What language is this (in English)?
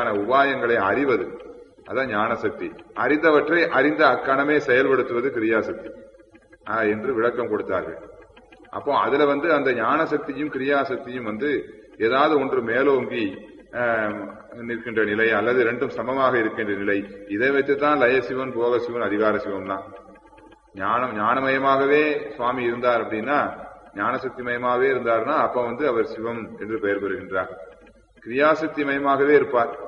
Tamil